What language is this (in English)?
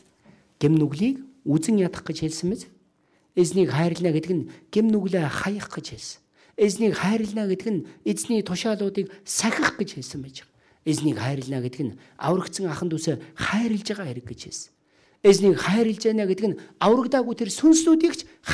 Mongolian